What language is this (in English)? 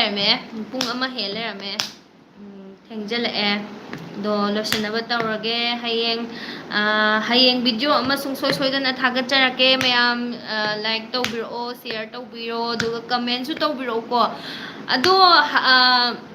Manipuri